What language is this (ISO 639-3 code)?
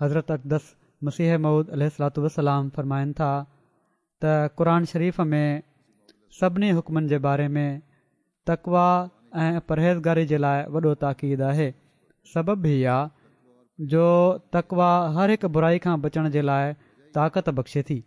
snd